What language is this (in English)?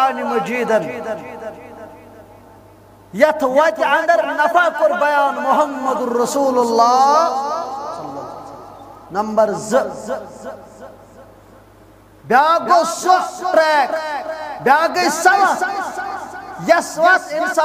Kashmiri